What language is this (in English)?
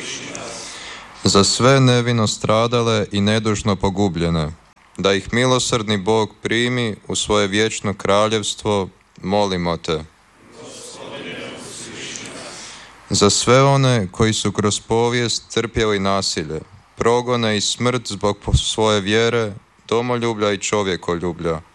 Croatian